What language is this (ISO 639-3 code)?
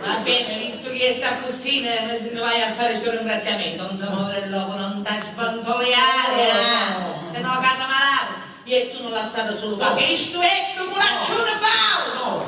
scn